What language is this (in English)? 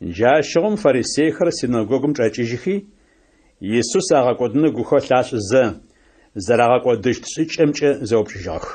Adyghe